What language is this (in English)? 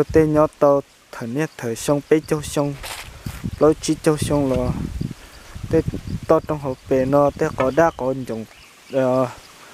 Hmong